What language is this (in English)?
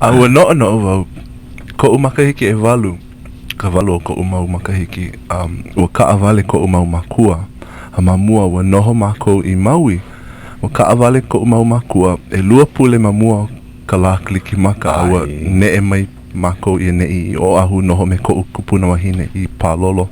Hawaiian